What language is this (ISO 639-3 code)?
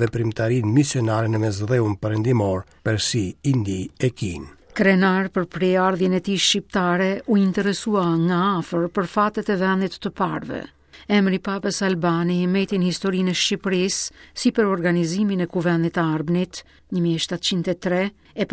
sqi